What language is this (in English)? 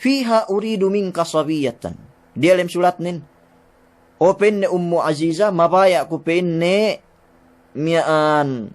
Yakan